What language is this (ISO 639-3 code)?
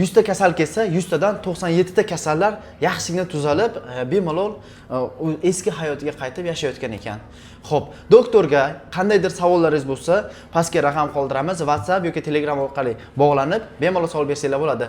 uzb